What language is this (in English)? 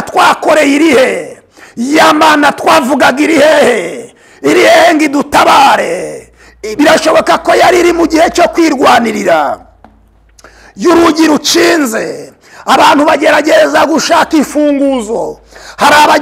Kinyarwanda